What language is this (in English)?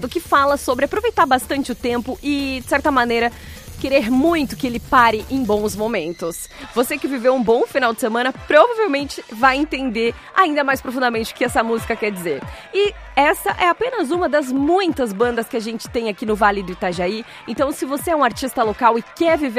Portuguese